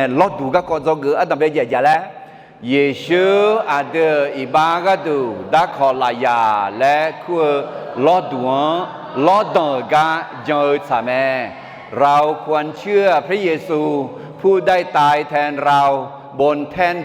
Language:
Akha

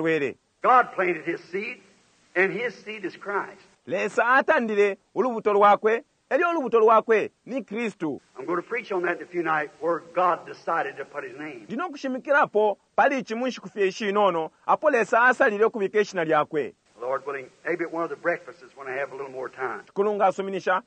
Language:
Bemba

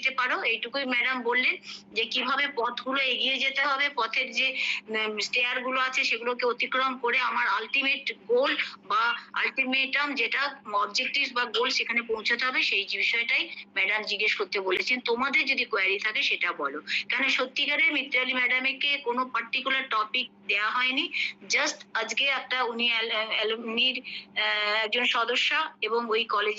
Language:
Bangla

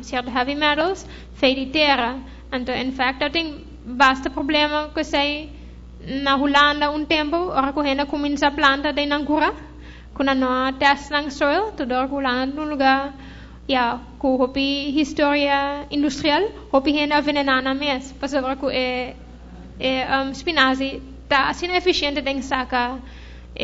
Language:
Papiamento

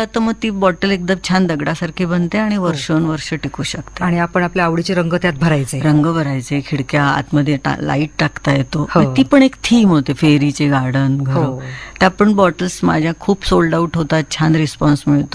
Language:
Marathi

